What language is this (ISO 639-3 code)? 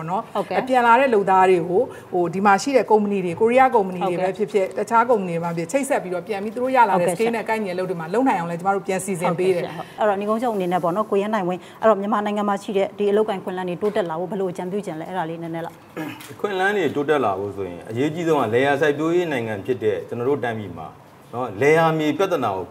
mya